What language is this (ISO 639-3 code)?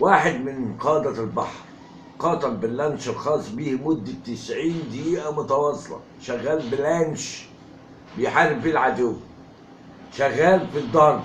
arz